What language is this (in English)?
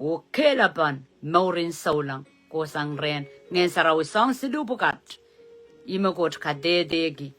Pohnpeian